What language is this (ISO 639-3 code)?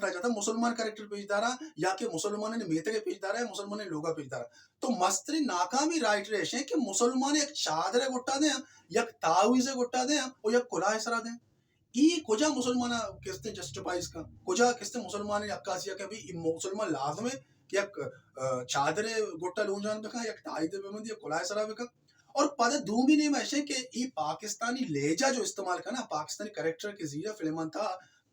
bal